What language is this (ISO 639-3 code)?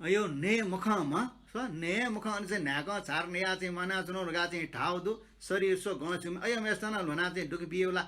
new